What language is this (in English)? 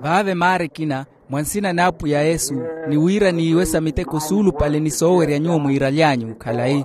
Makhuwa